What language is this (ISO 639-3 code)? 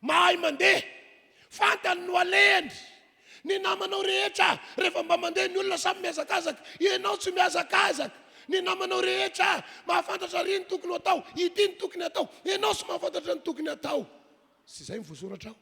mlg